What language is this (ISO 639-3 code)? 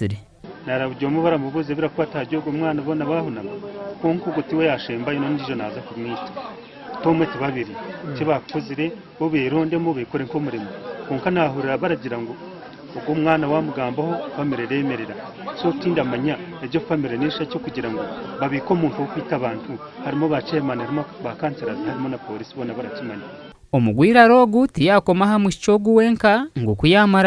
nyn